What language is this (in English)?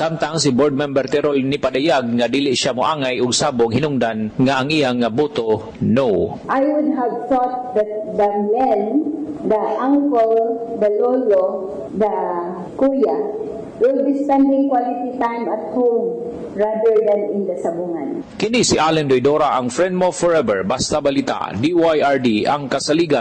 Cebuano